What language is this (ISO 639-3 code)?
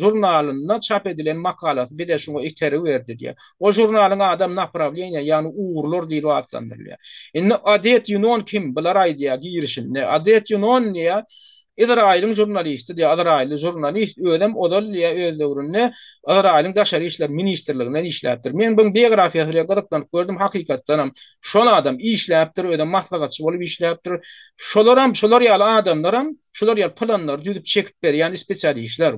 tuk